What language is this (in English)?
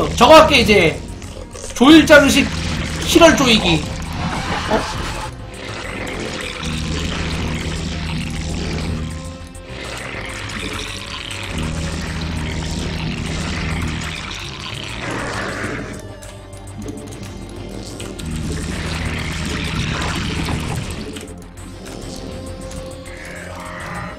Korean